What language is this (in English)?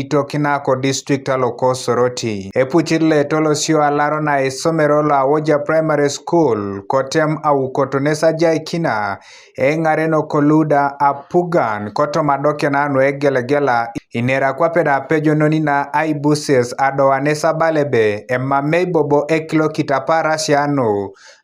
Teso